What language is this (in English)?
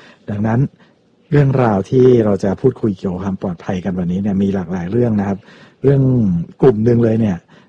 Thai